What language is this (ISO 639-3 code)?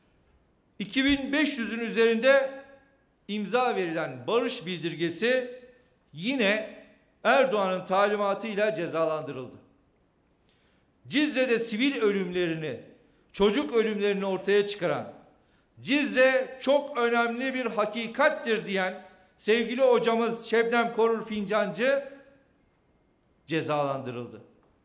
tur